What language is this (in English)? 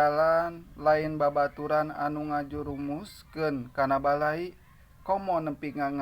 Sundanese